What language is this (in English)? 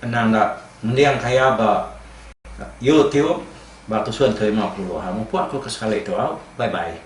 Iban